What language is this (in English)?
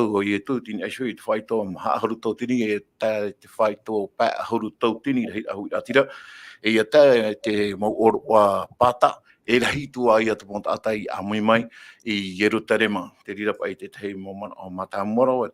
Tahitian